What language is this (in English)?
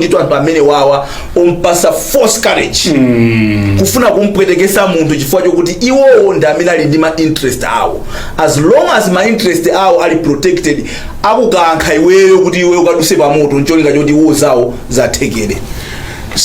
Nyanja